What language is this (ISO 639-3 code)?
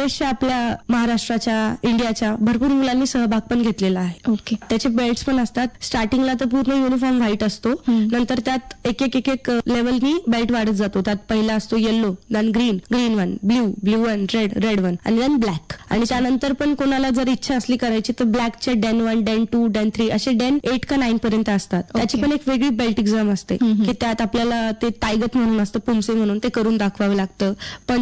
mar